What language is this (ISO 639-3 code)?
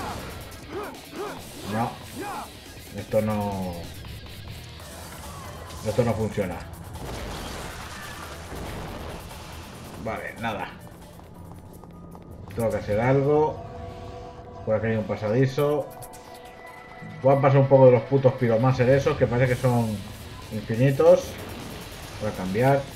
spa